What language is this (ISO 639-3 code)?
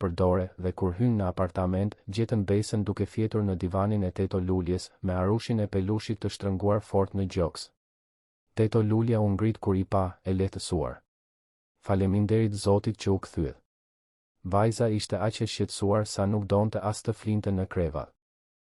sqi